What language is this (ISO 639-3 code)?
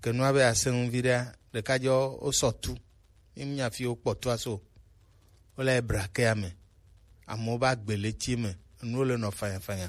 gej